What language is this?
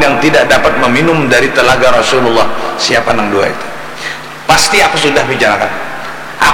Banjar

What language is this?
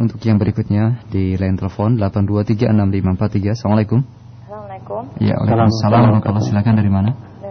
Indonesian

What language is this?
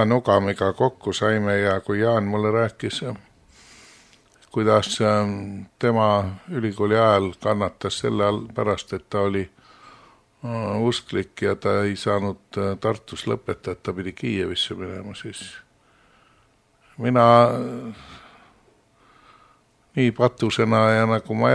Estonian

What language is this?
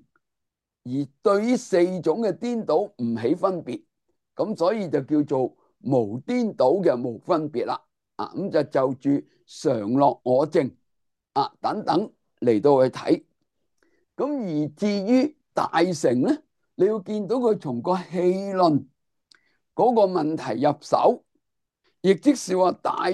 Cantonese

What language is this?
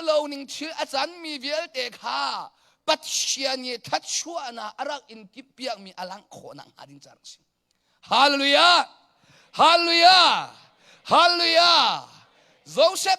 Hakha Chin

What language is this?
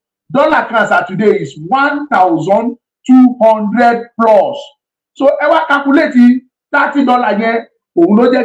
Yoruba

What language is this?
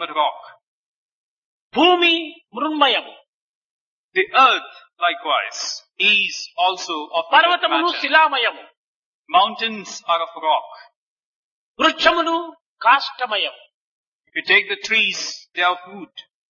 Telugu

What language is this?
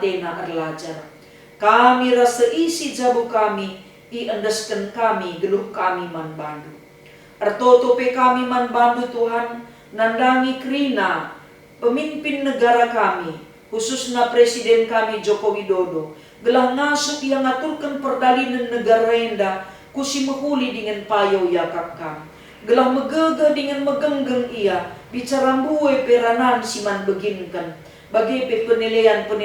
Batak Karo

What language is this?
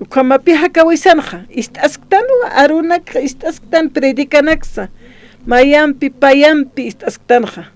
Aymara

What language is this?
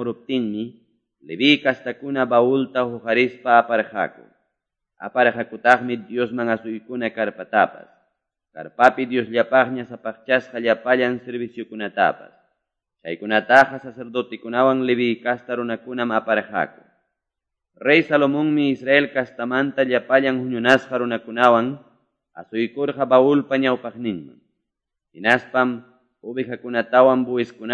Quechua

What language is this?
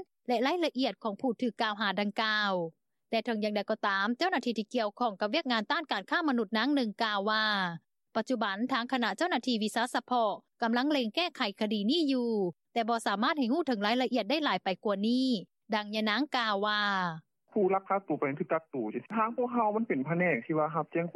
Lao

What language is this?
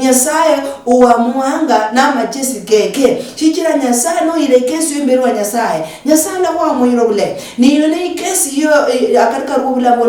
Luyia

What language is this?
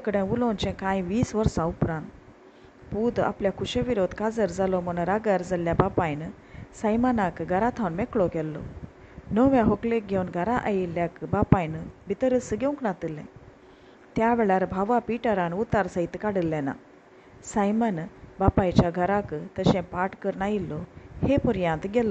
Konkani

